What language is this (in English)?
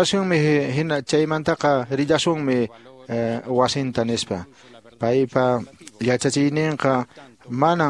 Quechua